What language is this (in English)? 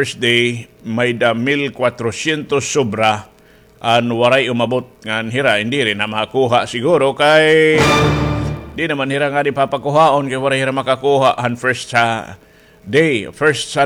Waray